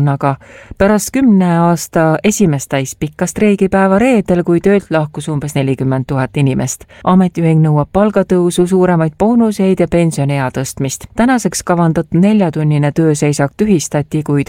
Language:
Estonian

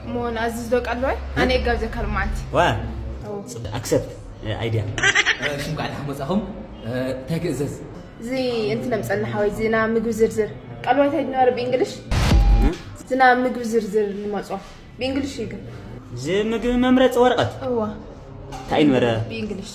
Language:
Tigrinya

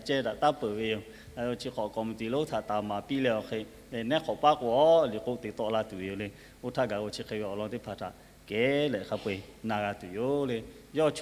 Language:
Lahu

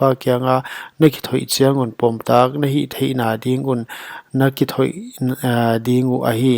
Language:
Paite Chin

